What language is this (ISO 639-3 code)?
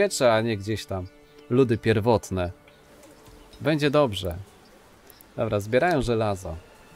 pol